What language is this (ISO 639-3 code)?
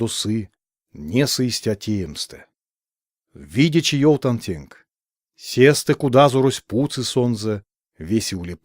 myv